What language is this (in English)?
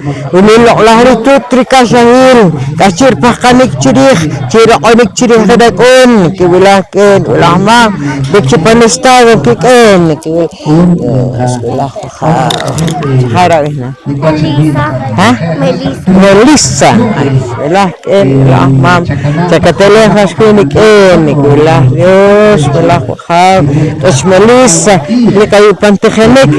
Poqomchi'